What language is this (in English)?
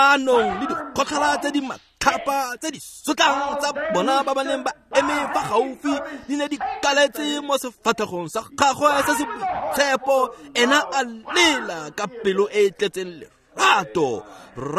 Tswana